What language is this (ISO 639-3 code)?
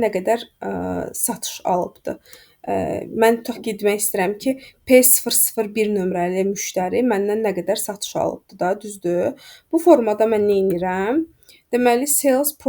aze